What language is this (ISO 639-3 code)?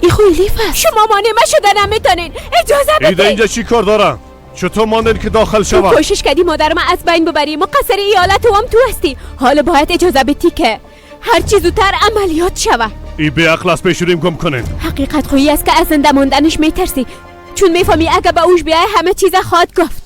fas